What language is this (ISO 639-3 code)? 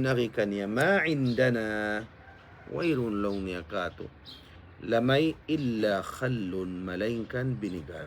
tsg